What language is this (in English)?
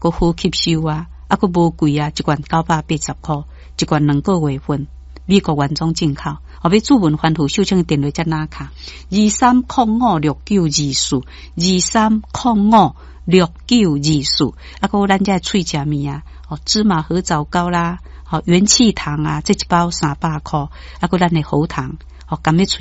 Min Nan Chinese